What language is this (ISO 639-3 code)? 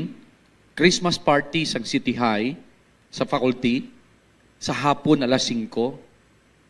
hil